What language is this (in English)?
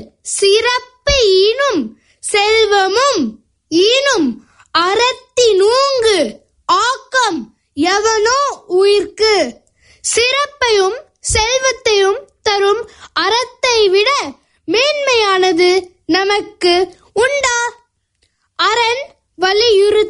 Tamil